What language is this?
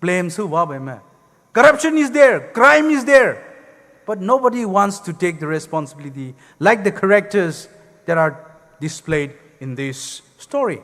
Poumei Naga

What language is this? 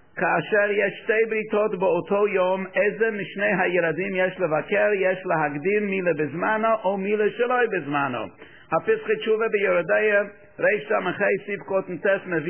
Hebrew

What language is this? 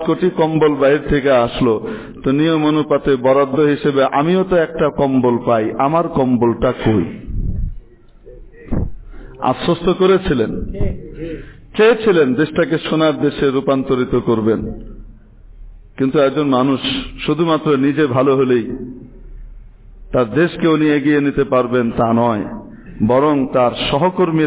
Bangla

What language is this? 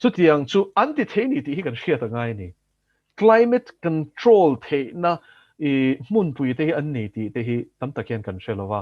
Mizo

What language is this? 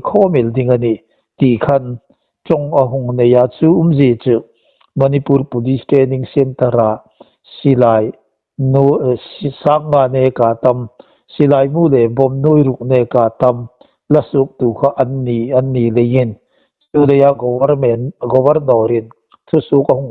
Hmar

